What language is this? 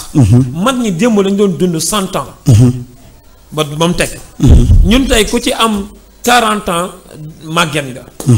Wolof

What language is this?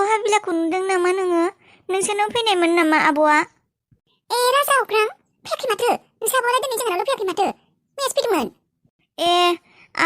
Bodo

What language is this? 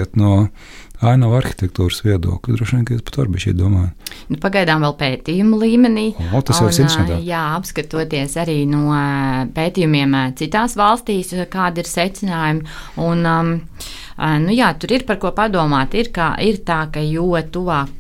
Latvian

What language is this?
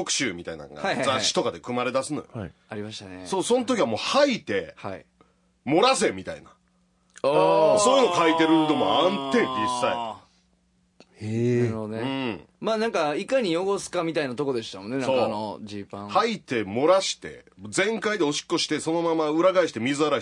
Japanese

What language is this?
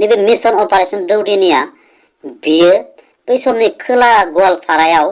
Bodo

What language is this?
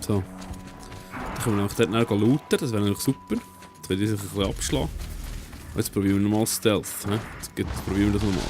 Swiss German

